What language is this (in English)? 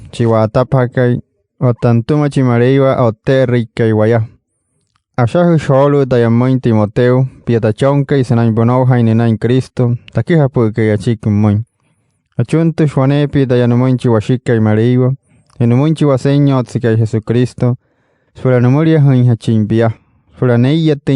Wayuu